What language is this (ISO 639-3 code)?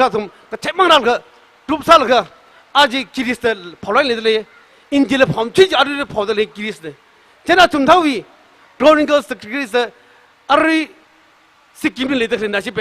nmf